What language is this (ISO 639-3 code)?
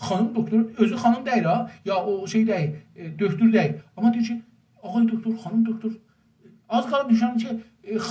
azb